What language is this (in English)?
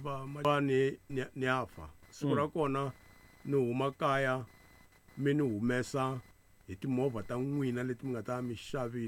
Tsonga